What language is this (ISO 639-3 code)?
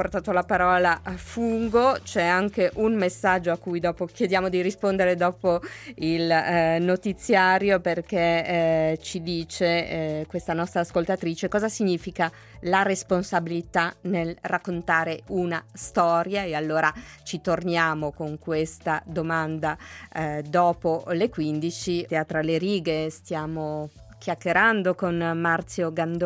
ita